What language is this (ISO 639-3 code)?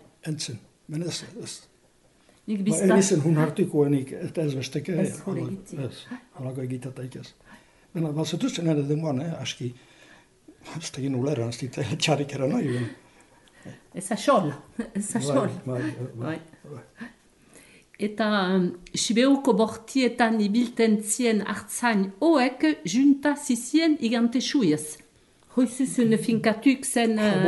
eus